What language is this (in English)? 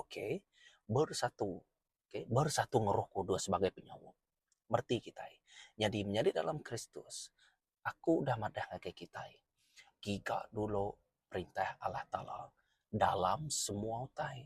Iban